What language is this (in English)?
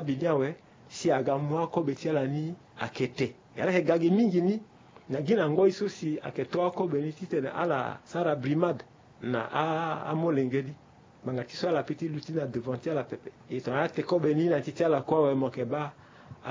Sango